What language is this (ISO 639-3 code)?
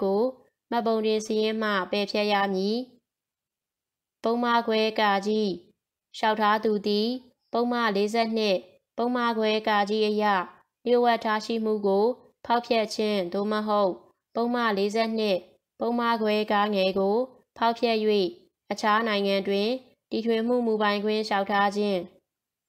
mya